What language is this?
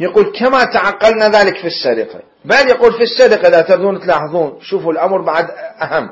Mesopotamian Arabic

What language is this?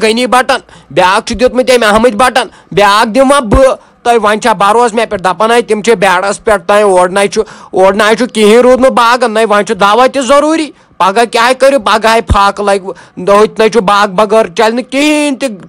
Kashmiri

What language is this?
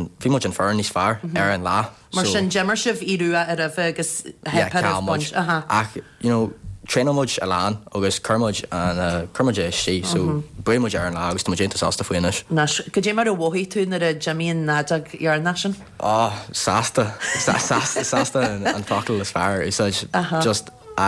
Irish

